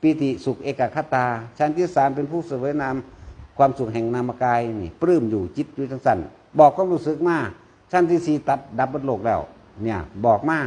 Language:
Northeastern Thai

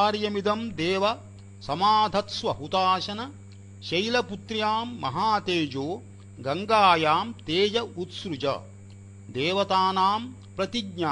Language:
Sanskrit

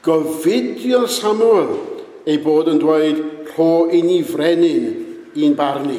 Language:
Welsh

